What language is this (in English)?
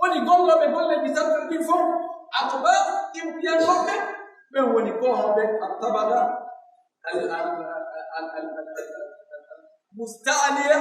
Pular